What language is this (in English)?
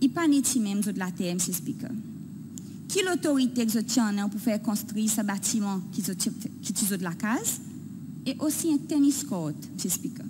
Seselwa Creole French